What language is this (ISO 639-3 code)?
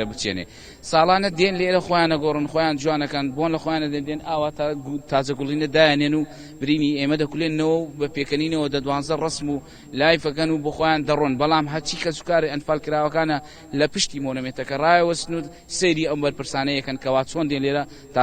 ckb